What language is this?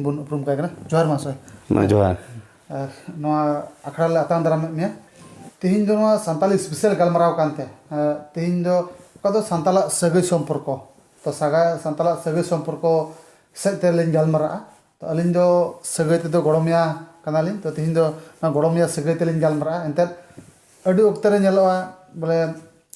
Santali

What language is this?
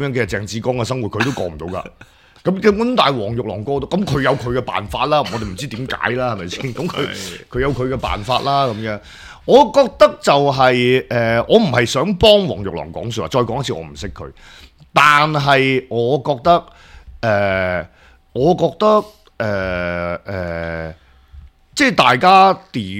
Cantonese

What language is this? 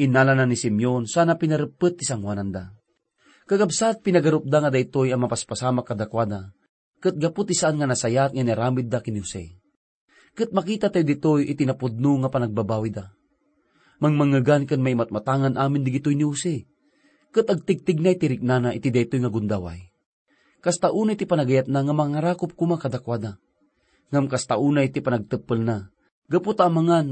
Iloko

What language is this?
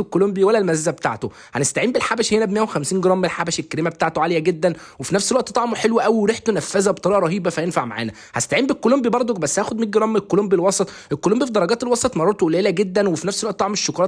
Egyptian Arabic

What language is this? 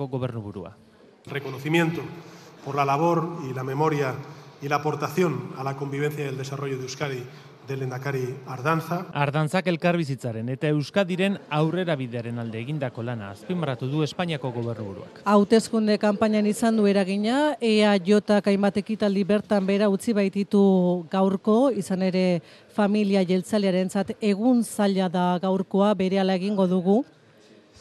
Basque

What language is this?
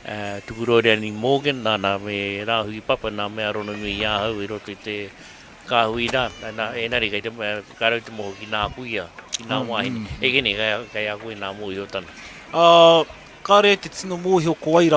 Māori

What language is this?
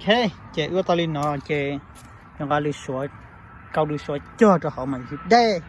Hmong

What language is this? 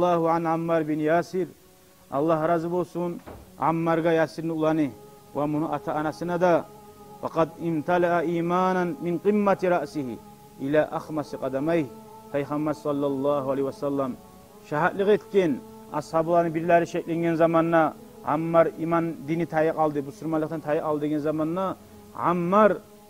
Kumyk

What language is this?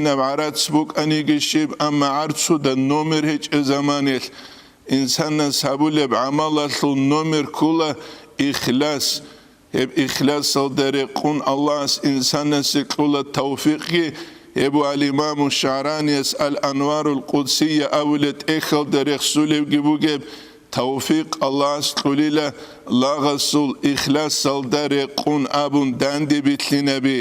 Avaric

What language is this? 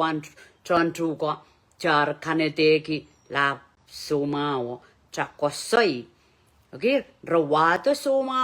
Pohnpeian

